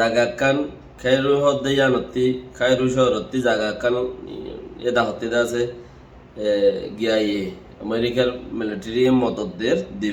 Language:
Rohingya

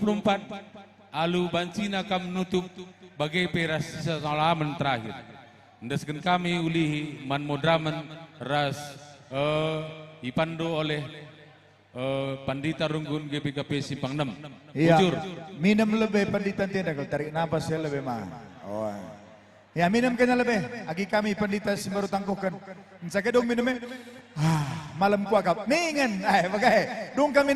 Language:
Batak Karo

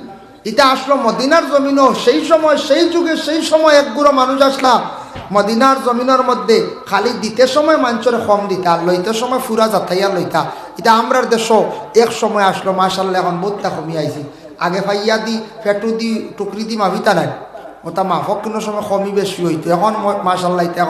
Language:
Sylheti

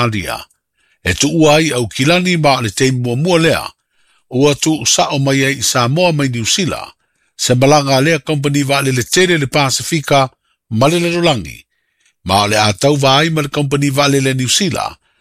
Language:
Samoan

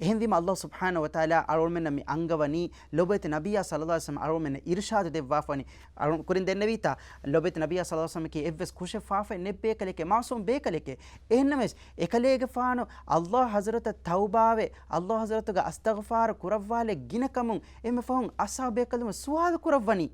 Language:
Divehi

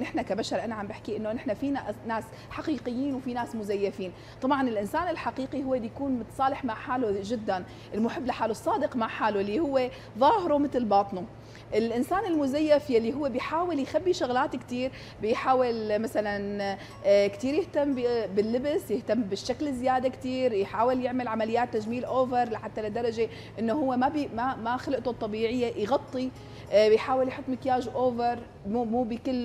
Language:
North Levantine Arabic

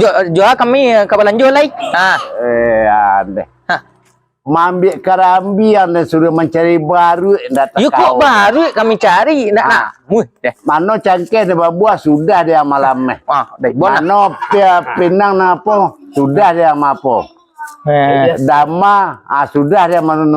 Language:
Minangkabau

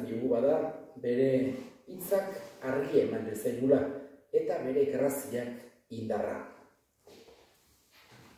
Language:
Basque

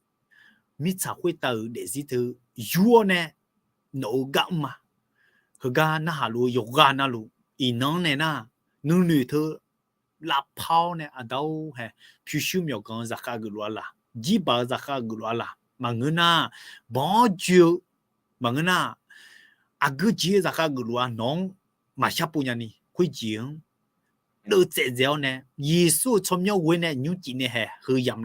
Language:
Akha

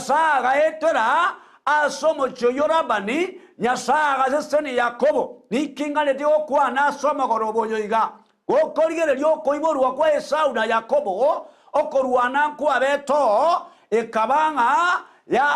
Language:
Gusii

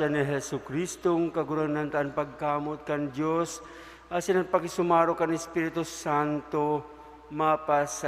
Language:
Bikol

